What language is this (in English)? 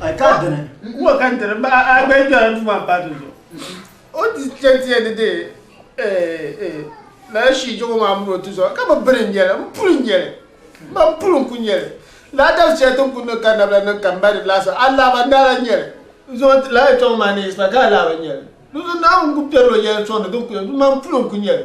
Dagbani